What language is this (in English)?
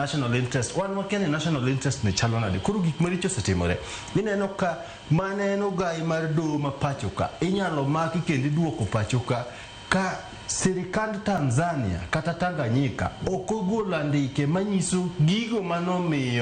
Luo (Kenya and Tanzania)